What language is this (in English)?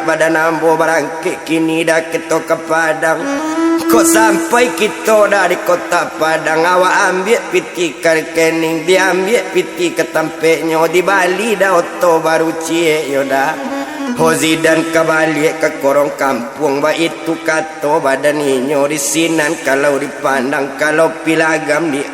Minangkabau